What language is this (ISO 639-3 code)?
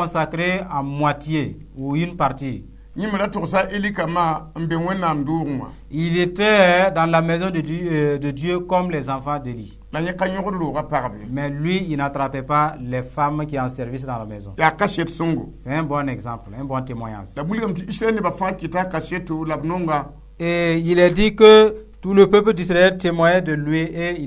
mos